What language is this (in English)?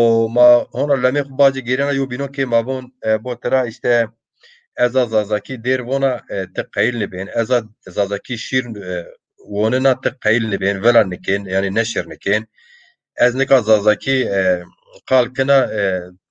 Zaza